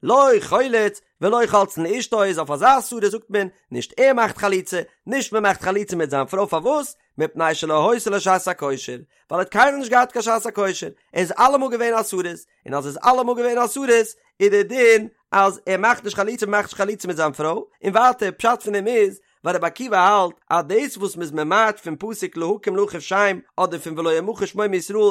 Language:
Yiddish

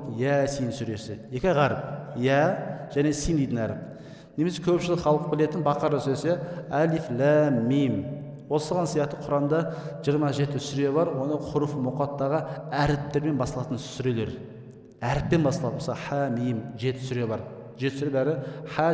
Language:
Kazakh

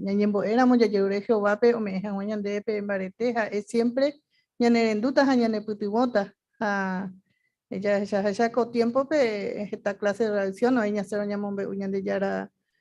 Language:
Guarani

